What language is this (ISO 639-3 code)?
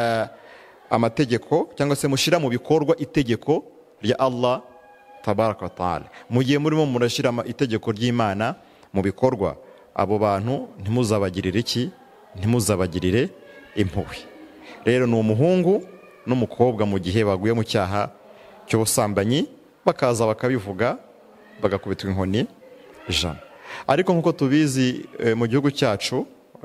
kin